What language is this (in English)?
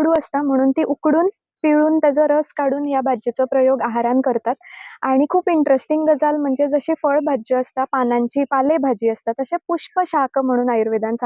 Konkani